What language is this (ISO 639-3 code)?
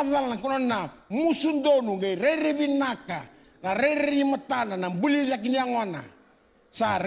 fij